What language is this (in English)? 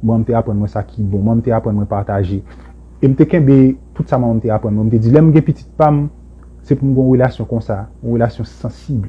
Haitian Creole